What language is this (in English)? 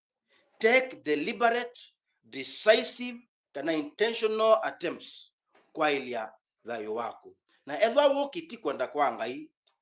Kamba